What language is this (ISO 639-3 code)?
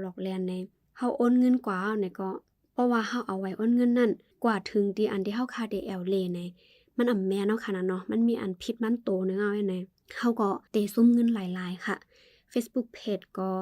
shn